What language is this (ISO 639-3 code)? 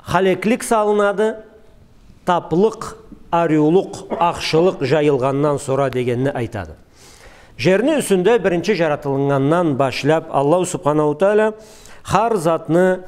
krc